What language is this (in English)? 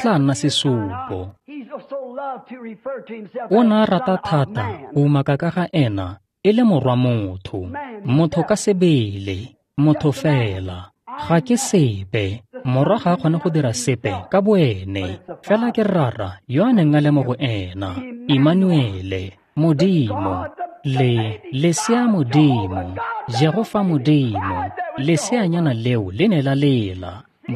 Tswana